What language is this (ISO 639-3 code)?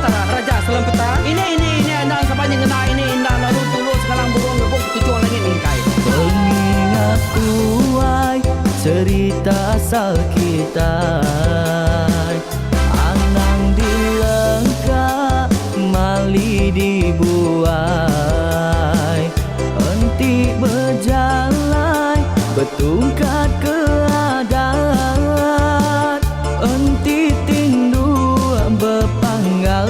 iba